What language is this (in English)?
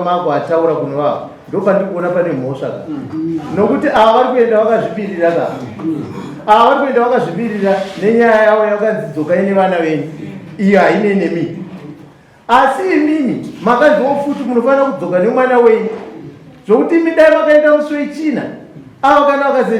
Shona